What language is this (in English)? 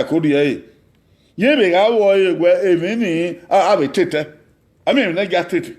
Bini